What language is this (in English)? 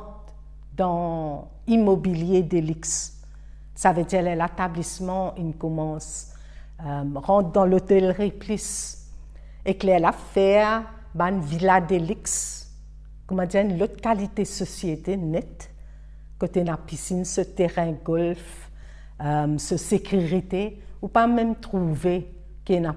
Morisyen